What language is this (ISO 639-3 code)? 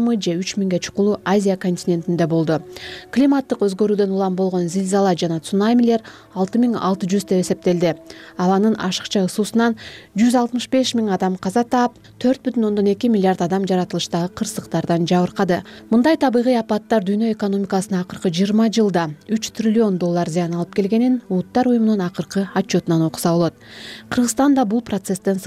kir